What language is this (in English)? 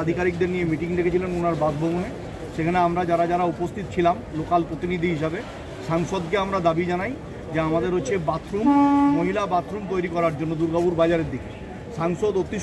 Bangla